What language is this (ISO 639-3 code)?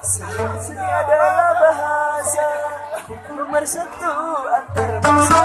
bjn